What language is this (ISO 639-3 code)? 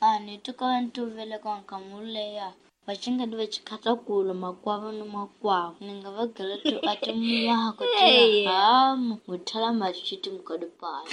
tso